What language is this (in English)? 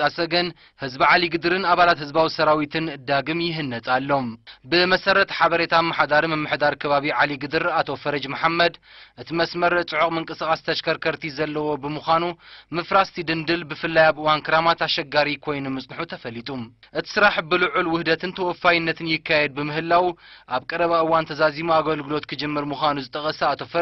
Tigrinya